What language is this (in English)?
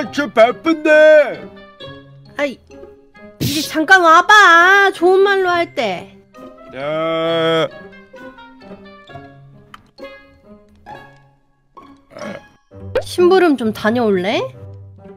Korean